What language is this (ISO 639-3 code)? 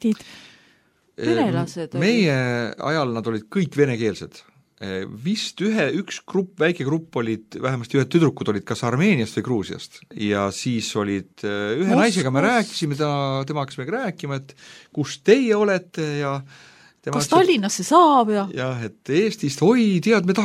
est